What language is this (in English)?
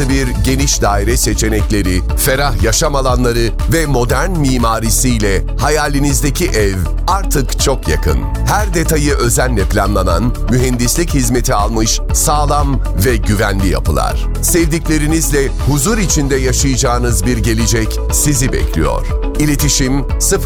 Turkish